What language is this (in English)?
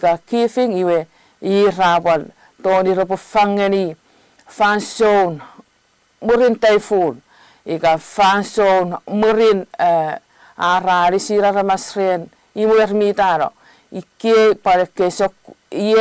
Chuukese